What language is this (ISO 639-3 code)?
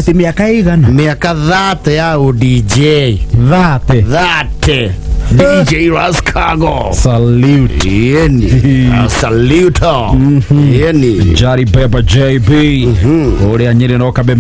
kik